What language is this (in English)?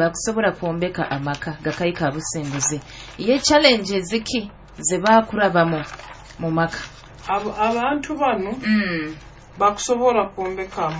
Nyoro